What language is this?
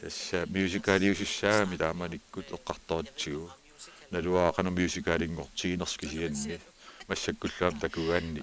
Kalaallisut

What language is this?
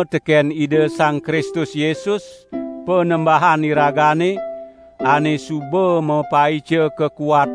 Balinese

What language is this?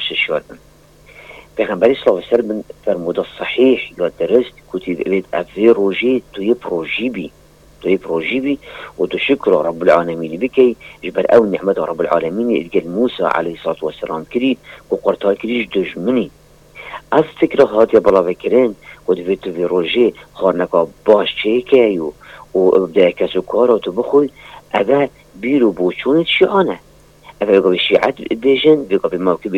Kurdish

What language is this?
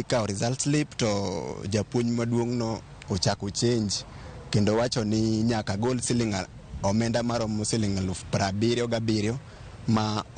Luo (Kenya and Tanzania)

